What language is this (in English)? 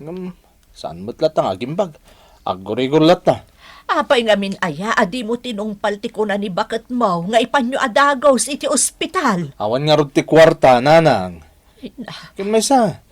Iloko